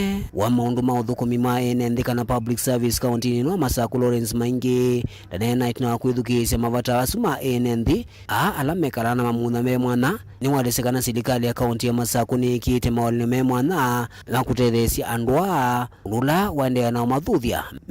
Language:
Kamba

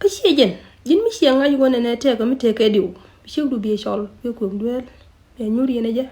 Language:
Nuer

